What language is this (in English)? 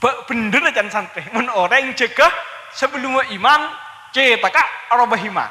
Madurese